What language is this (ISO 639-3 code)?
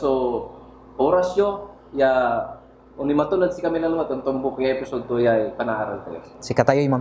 pag